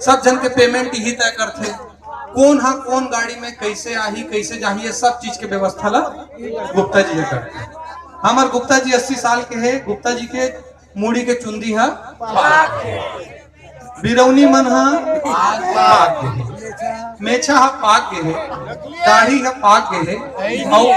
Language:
Chhattisgarhi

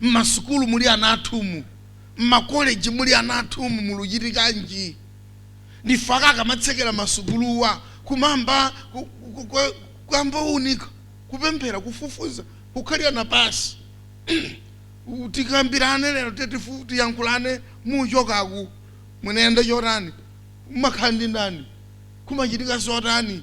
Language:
Nyanja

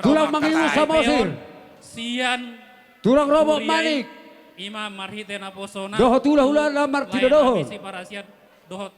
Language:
Batak Toba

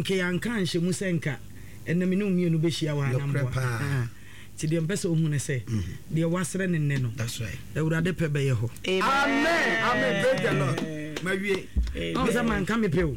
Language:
Akan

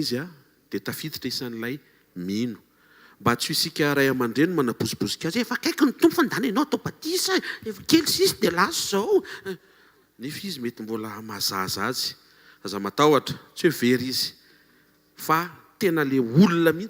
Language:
Malagasy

